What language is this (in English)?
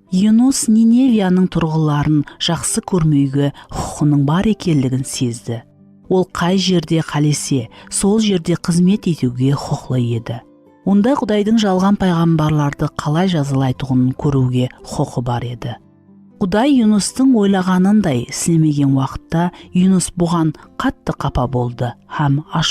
Kara-Kalpak